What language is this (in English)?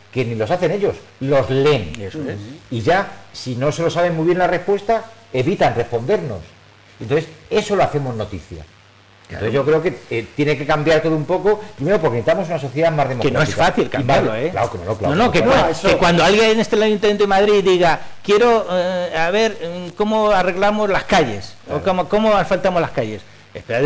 Spanish